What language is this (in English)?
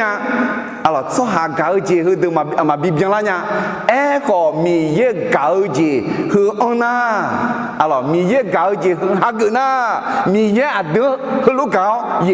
Akha